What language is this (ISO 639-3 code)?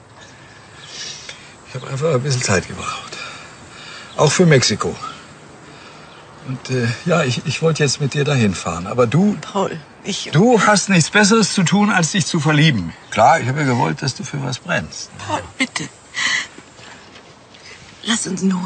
deu